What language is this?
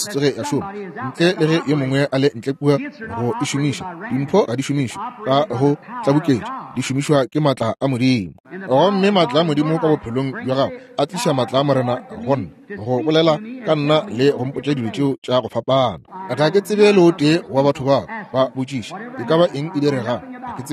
Northern Sotho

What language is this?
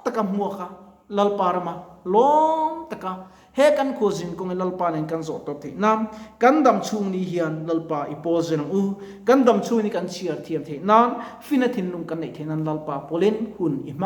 Mizo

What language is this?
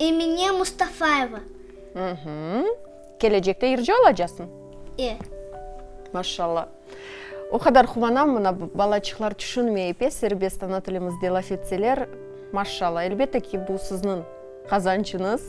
Crimean Tatar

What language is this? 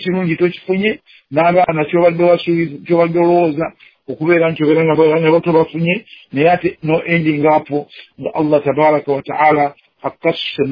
Ganda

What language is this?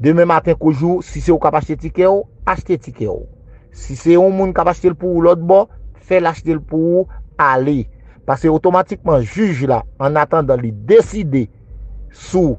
Haitian Creole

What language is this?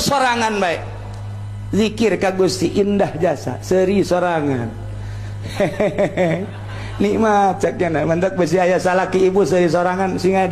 Sundanese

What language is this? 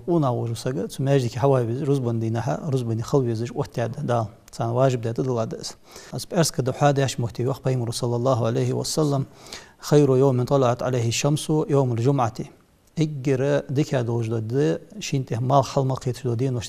Ingush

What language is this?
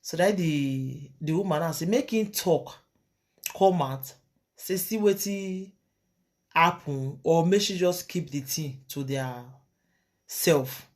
Nigerian Pidgin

